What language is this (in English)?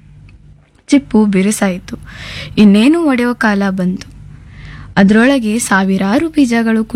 Kannada